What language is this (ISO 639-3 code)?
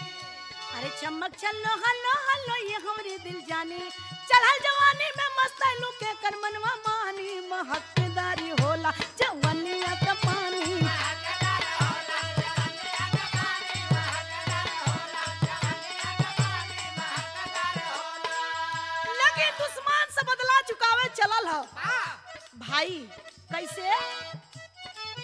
bho